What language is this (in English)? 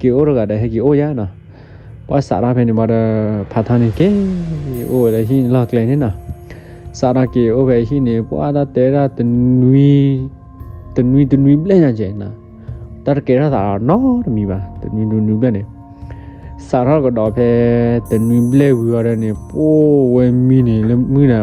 S'gaw Karen